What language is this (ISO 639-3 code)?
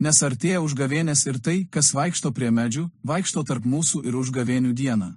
lit